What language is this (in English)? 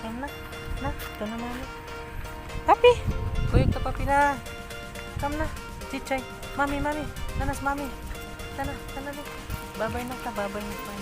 Cebuano